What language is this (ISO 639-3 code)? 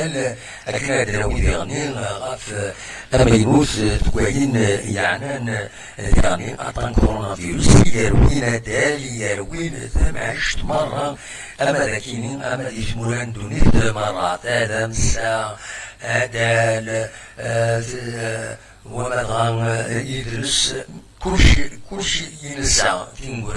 kab